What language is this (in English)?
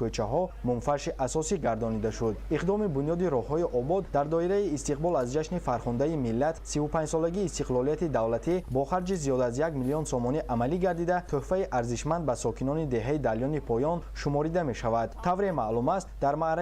Tajik